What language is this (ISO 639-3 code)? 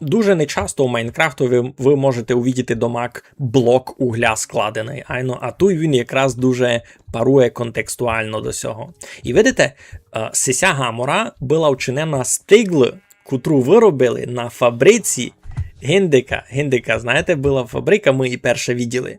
rue